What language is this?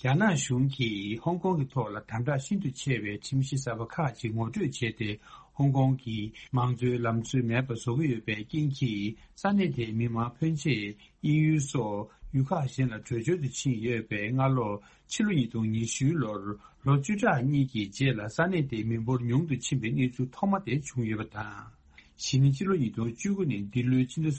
Tibetan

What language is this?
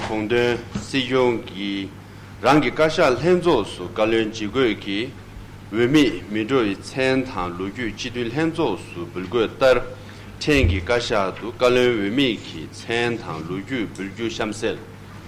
Tibetan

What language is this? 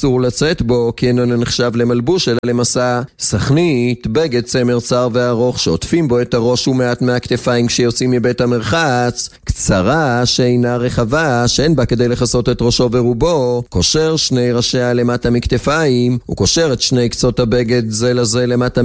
Hebrew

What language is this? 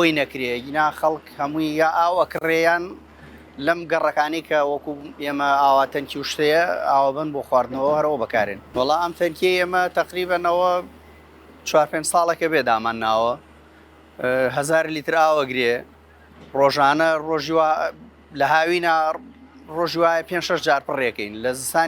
Central Kurdish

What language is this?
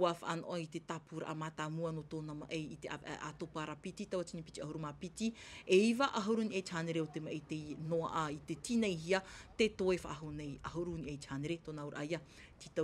Tahitian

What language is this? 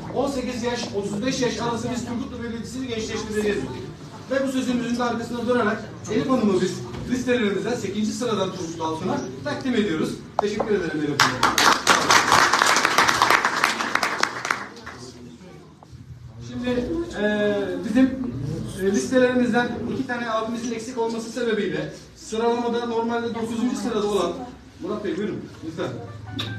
Turkish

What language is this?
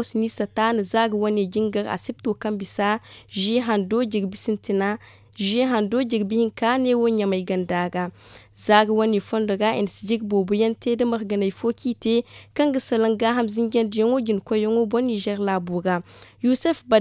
Zarma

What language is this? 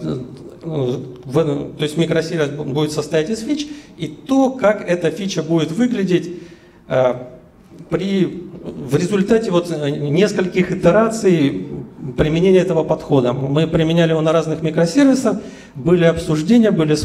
Russian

